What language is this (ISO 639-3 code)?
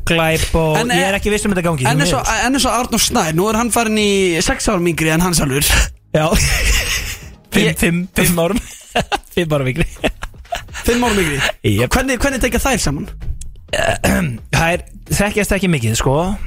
isl